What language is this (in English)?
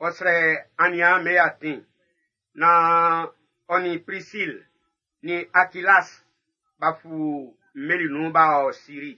Baoulé